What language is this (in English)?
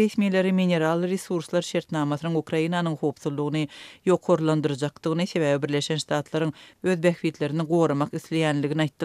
Turkmen